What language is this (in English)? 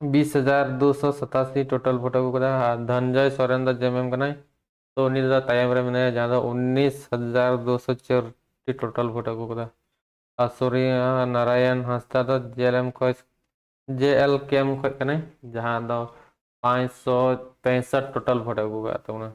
Santali